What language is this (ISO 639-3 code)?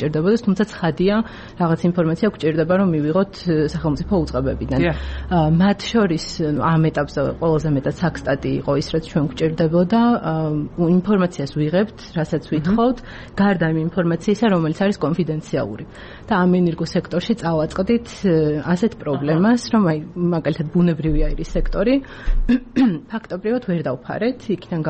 kat